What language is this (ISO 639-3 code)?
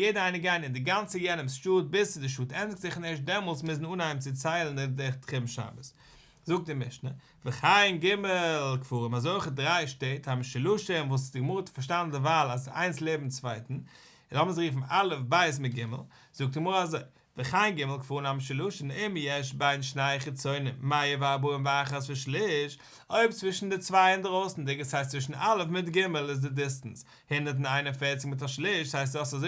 yid